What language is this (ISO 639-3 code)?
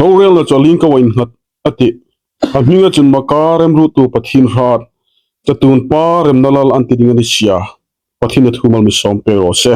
hmr